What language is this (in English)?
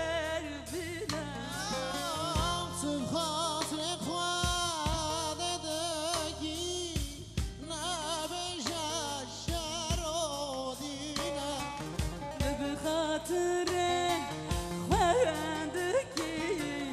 Turkish